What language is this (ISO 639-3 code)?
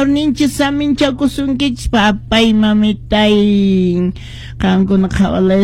que